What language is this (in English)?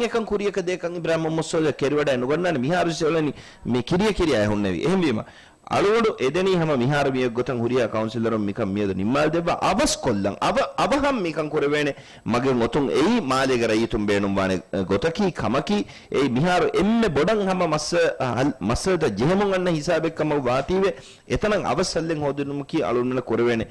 Divehi